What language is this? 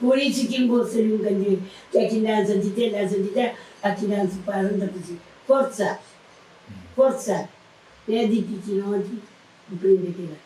Kabuverdianu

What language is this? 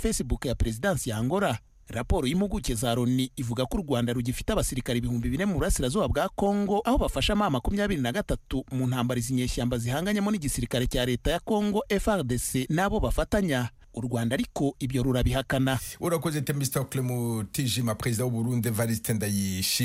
Kinyarwanda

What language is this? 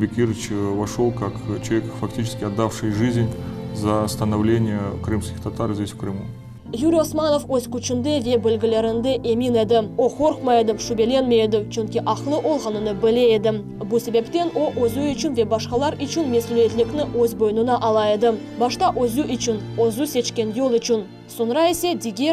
Crimean Tatar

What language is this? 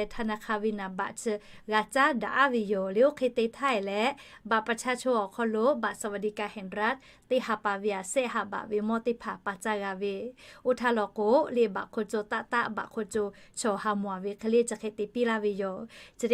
Lahu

